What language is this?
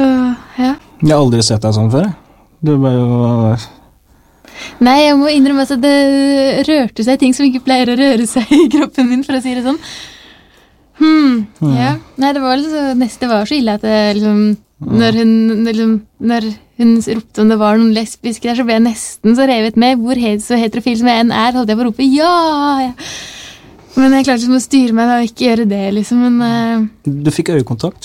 Norwegian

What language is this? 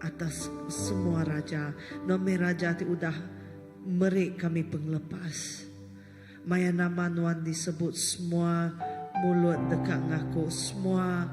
Iban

